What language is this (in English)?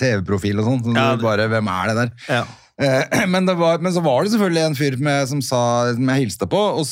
Norwegian